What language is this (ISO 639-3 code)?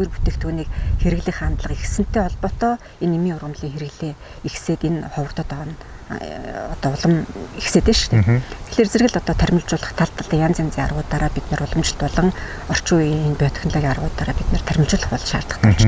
mon